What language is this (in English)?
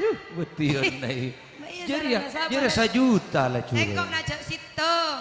Madurese